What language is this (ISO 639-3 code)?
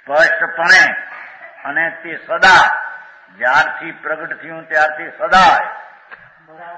guj